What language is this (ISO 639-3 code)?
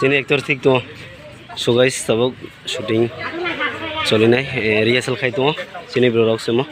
trp